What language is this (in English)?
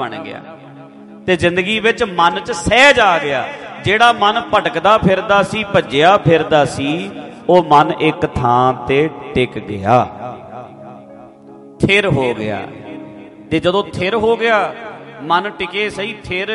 Punjabi